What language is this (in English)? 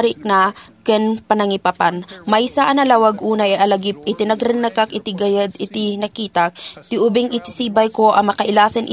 Iloko